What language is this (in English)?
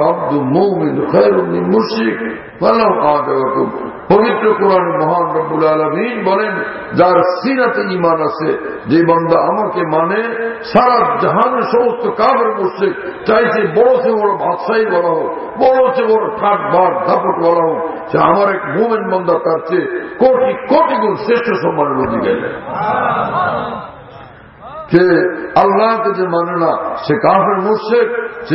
Bangla